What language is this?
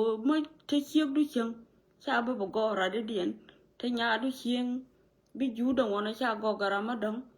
Nuer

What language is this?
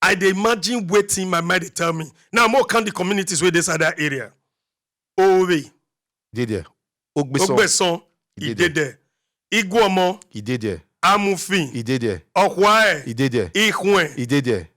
Nigerian Pidgin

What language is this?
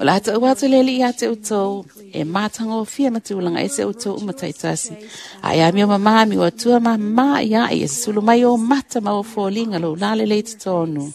Samoan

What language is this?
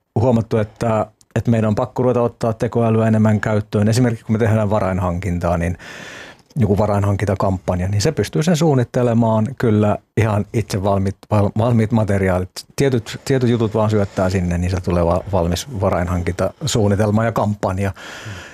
Finnish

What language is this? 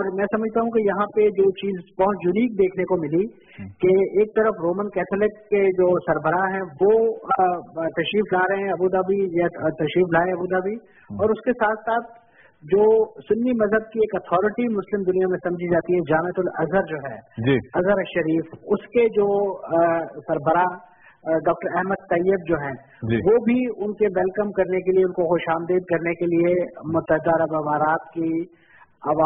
Urdu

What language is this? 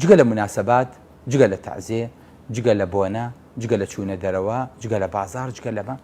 Central Kurdish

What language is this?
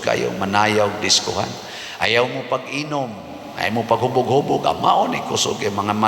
Cebuano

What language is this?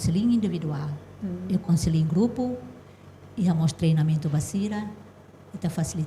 Tetum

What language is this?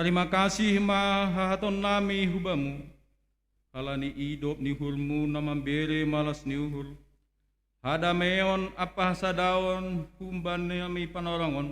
Batak Simalungun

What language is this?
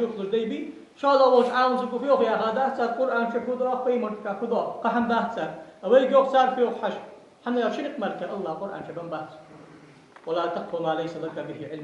Ingush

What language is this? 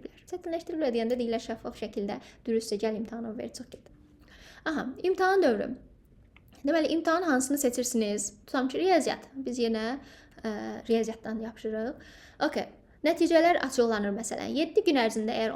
Azerbaijani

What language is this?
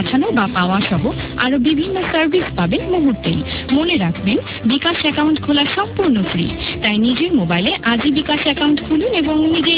Bangla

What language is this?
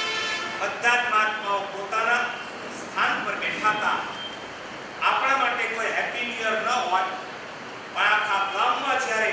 Gujarati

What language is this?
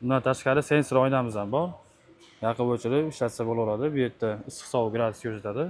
Uzbek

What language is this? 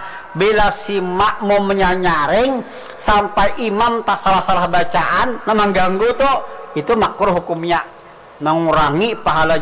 Banjar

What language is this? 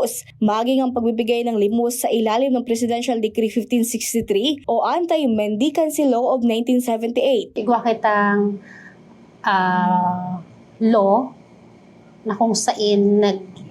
Bikol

